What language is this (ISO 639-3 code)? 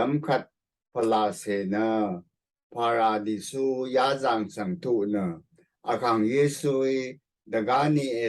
raw